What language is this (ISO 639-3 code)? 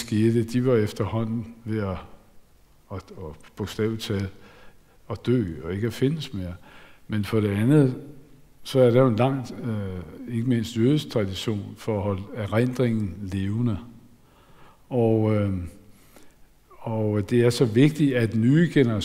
dan